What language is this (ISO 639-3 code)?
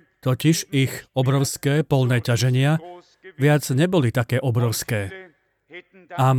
slk